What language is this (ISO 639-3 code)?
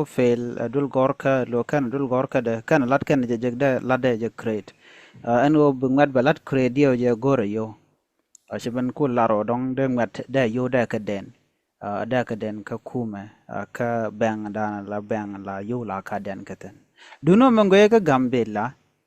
nus